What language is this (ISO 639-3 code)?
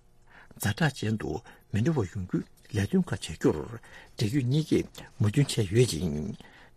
bod